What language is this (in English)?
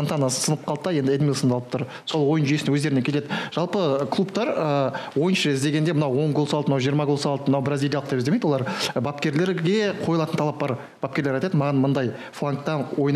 Kazakh